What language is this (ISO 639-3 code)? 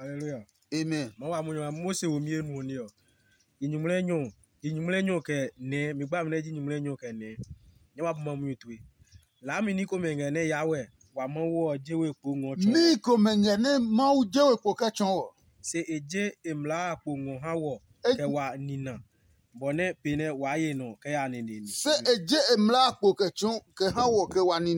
ada